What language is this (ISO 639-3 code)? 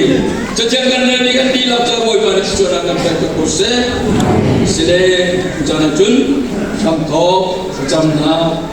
cnh